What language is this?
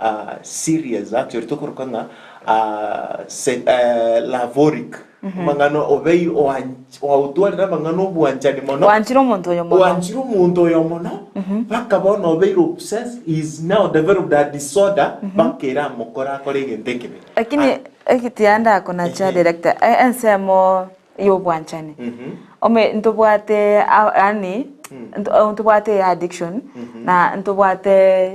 Gusii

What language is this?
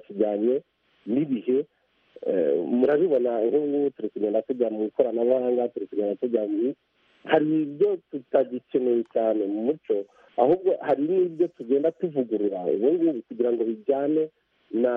Kinyarwanda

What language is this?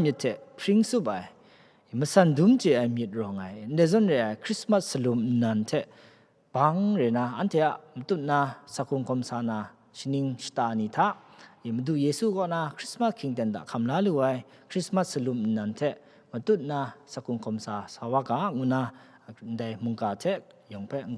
Kachin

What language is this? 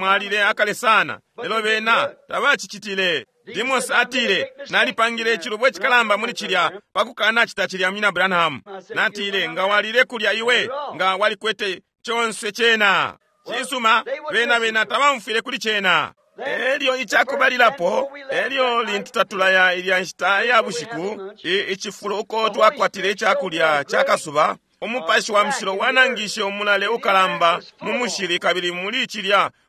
Bemba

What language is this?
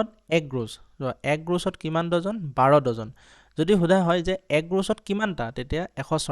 Assamese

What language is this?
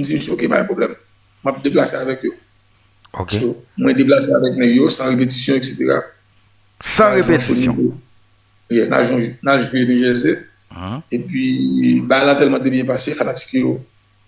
Haitian Creole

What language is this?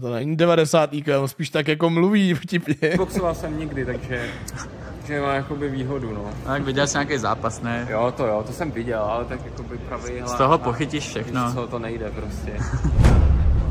Czech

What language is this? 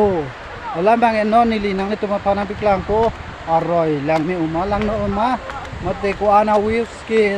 Karbi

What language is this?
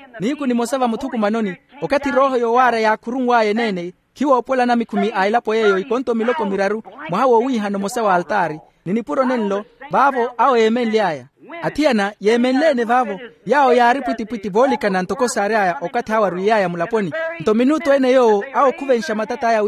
Makhuwa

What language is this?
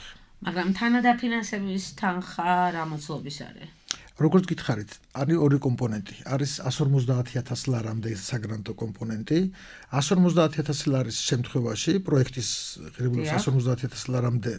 Georgian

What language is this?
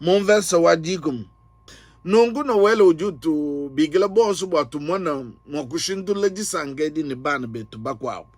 Luba-Lulua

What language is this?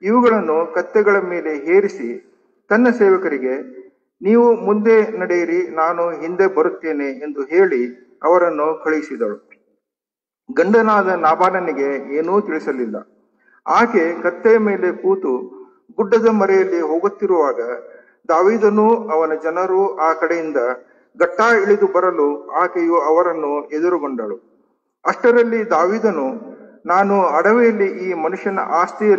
Kannada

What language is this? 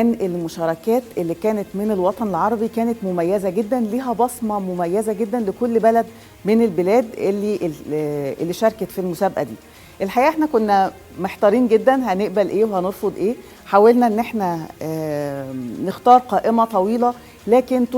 Egyptian Arabic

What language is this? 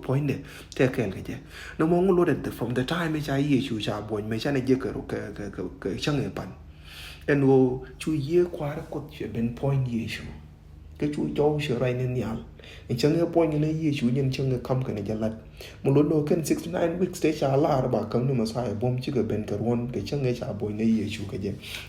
Nuer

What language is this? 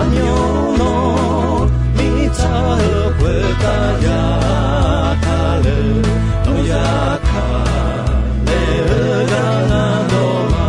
Akha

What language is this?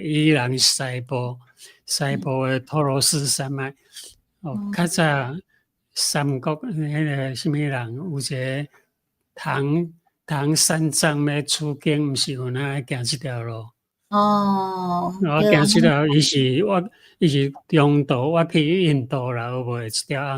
Min Nan Chinese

